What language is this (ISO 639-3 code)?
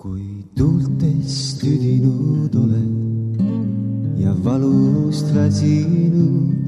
est